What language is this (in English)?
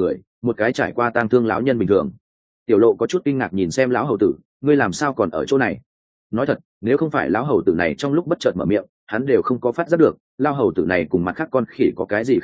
Vietnamese